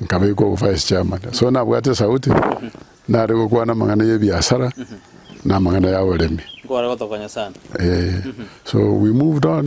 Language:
Gusii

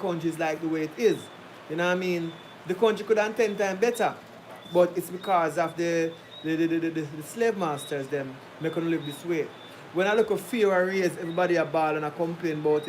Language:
Jamaican Creole English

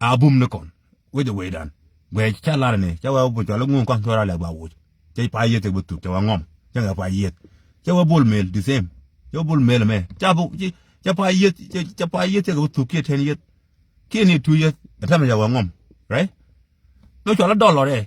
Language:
Nuer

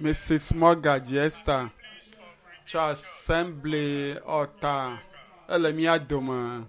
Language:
Ewe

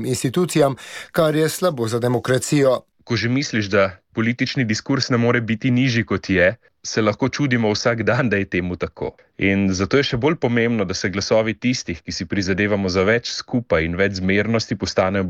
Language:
Slovenian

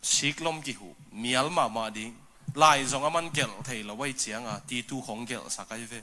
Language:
Tedim Chin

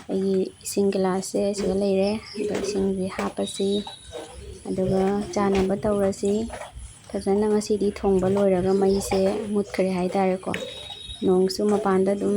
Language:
Manipuri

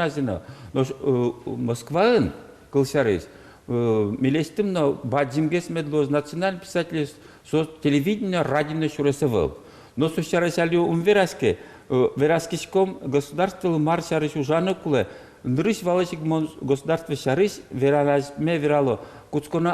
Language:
Udmurt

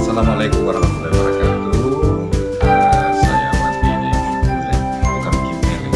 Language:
Makassar Malay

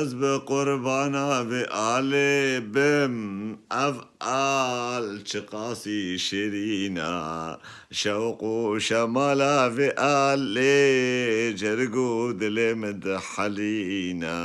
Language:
Kurdish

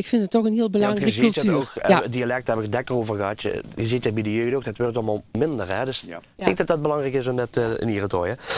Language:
Limburgish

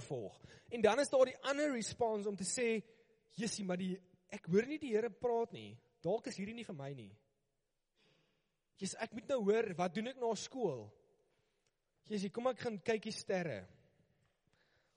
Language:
Afrikaans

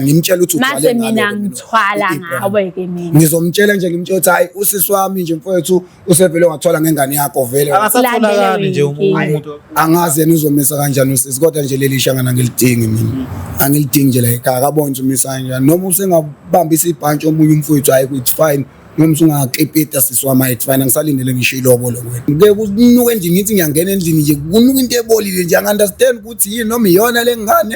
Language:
Zulu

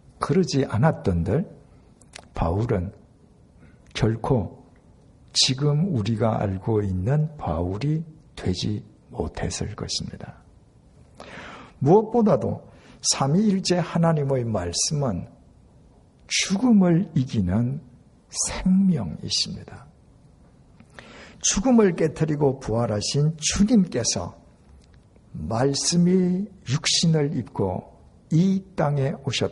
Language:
Korean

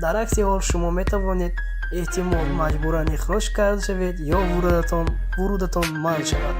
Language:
Tajik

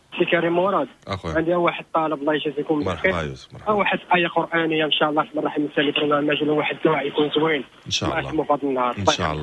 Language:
Moroccan Arabic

